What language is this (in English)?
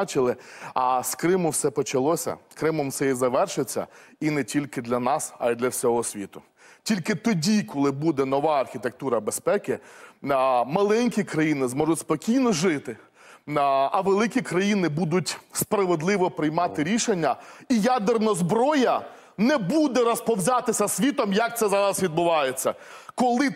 Ukrainian